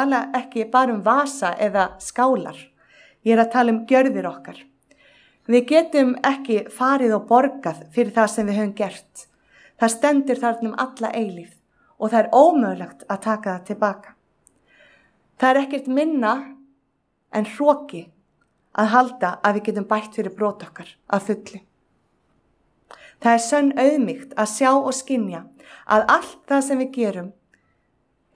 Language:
Icelandic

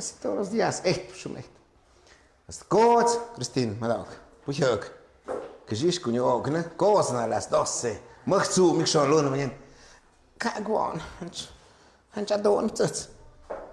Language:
Tlahuitoltepec Mixe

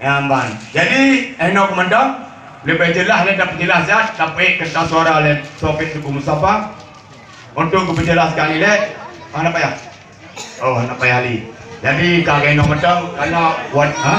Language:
Achinese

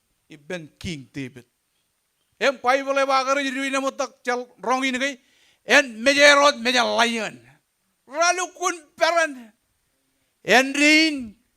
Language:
Marshallese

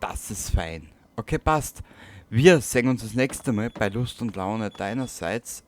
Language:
Bavarian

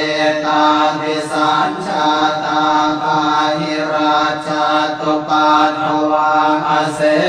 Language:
Pali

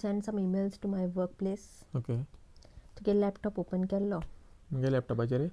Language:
Konkani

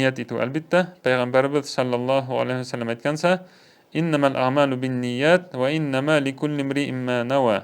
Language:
Bashkir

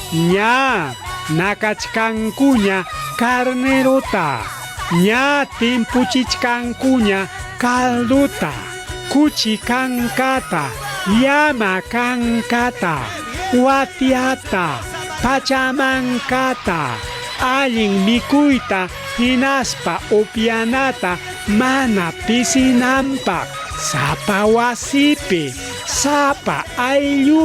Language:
Ayacucho Quechua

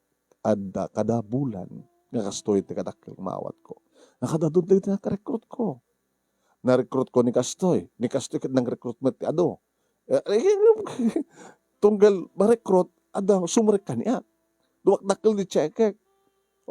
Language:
Iloko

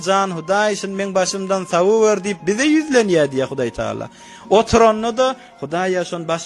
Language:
Turkmen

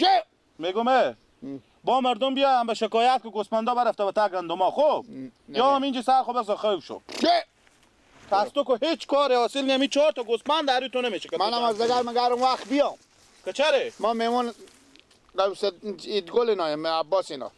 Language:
Persian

